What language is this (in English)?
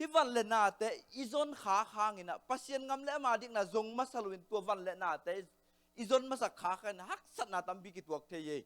Tedim Chin